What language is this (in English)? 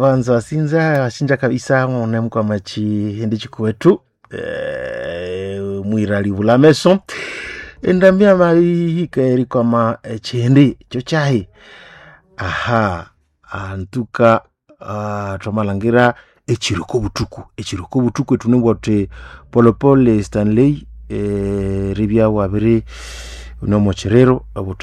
Nande